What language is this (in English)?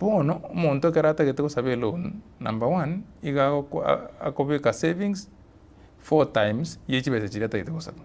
Gusii